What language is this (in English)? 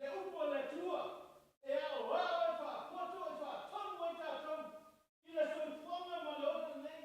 Samoan